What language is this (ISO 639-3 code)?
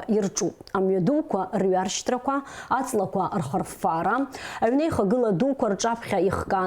abk